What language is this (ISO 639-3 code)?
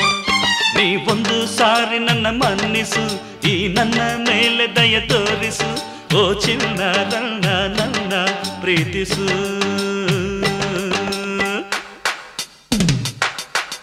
kan